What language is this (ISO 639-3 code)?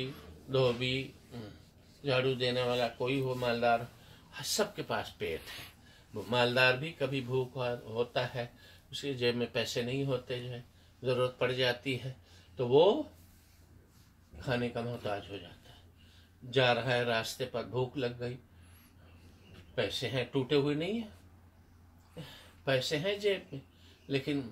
urd